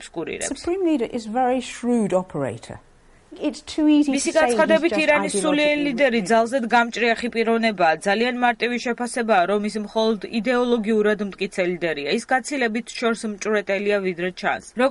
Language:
Georgian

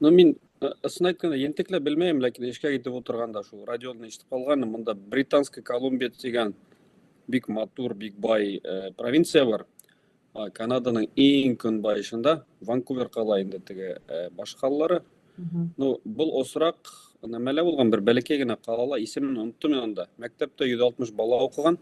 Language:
Bashkir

